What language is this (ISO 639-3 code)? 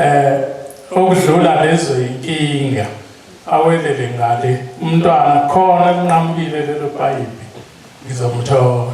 zul